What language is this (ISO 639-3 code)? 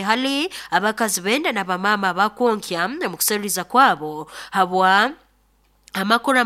nyo